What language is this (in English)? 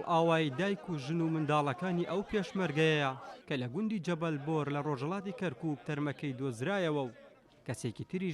Central Kurdish